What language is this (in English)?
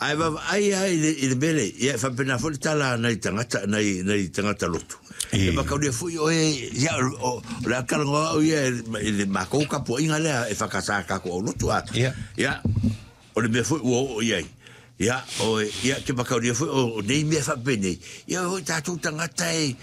Samoan